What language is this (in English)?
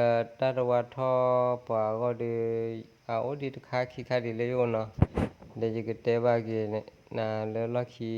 S'gaw Karen